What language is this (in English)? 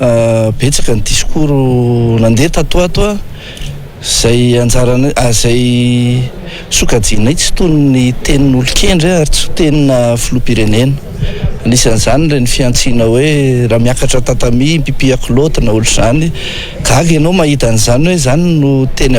Malagasy